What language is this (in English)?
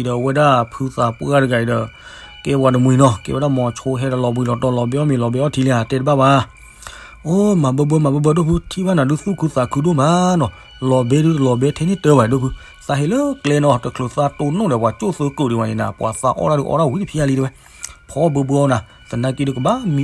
S'gaw Karen